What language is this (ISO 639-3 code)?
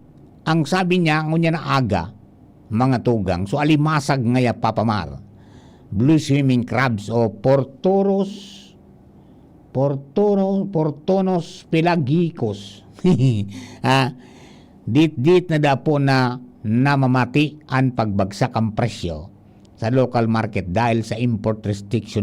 bik